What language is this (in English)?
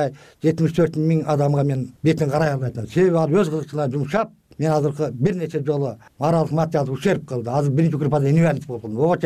Kyrgyz